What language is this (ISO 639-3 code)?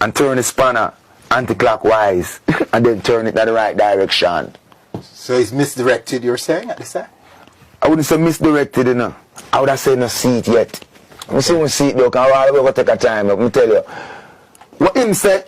jam